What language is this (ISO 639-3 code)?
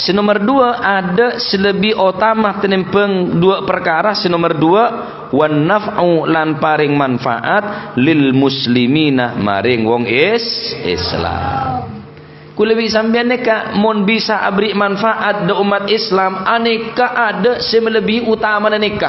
mad